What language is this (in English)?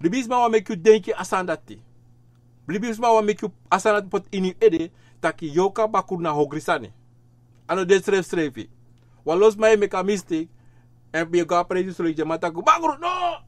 Sranan Tongo